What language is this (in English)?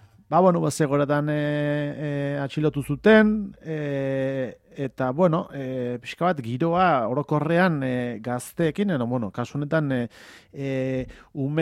Basque